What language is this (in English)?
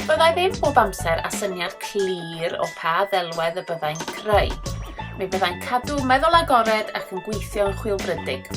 Welsh